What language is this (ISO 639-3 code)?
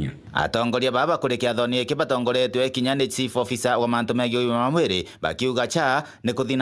mer